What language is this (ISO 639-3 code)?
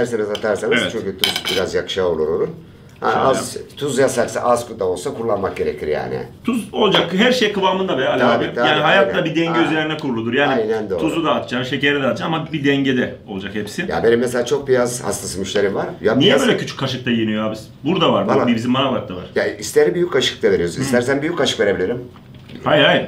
tur